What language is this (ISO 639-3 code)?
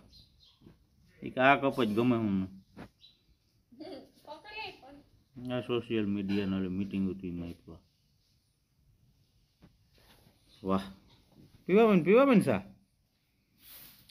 guj